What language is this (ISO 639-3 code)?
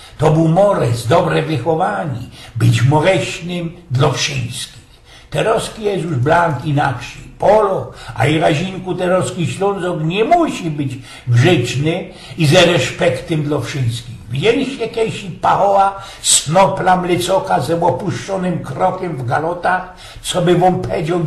szl